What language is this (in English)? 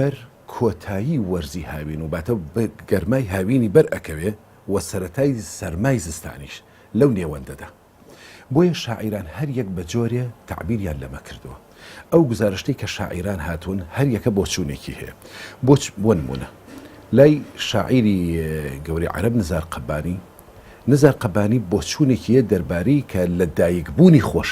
Central Kurdish